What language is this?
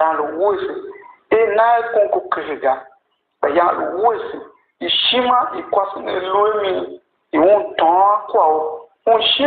Tiv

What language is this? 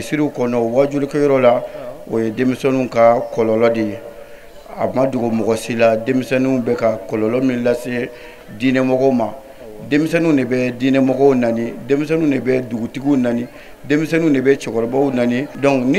Bambara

